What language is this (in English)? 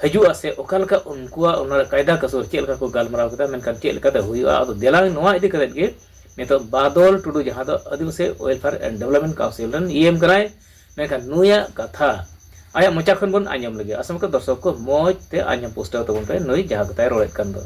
Santali